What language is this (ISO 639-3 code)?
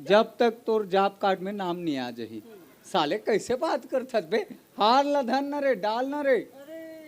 hne